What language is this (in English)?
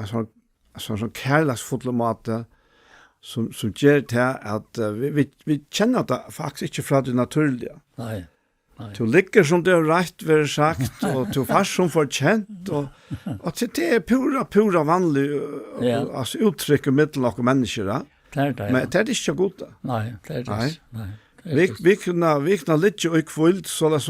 Faroese